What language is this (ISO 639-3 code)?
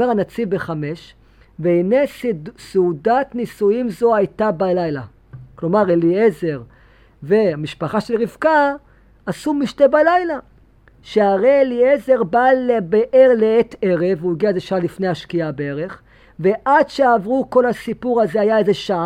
heb